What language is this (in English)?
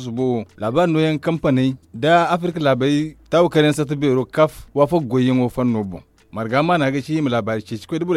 Zarma